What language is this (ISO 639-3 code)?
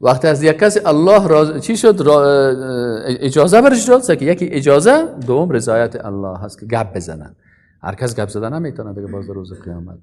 fas